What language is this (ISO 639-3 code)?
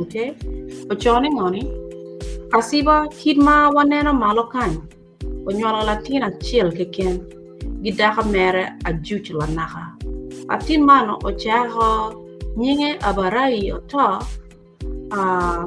ach